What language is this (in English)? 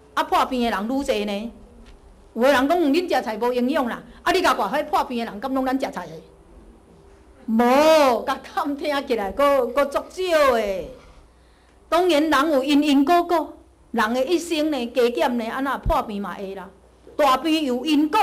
Min Nan Chinese